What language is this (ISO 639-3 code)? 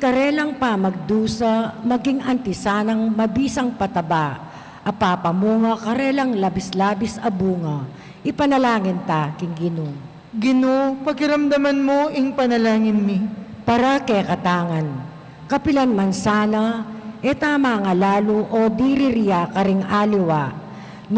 pam